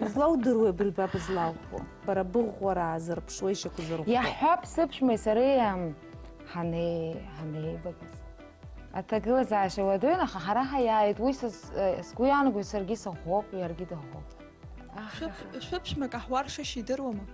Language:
Abkhazian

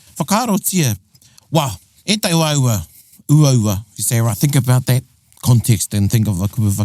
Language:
Māori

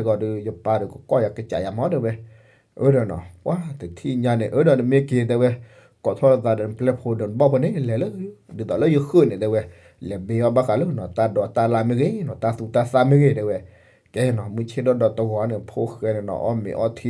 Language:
S'gaw Karen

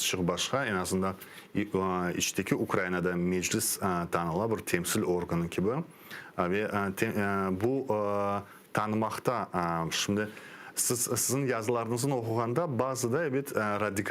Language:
Crimean Tatar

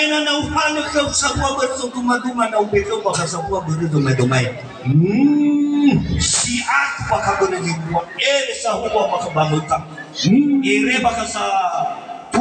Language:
Nias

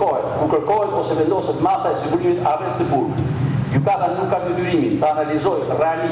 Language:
Albanian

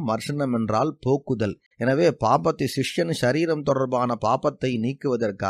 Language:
Tamil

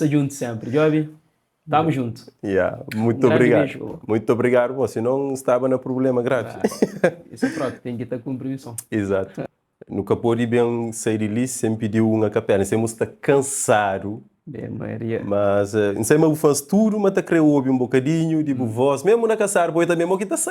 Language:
Kabuverdianu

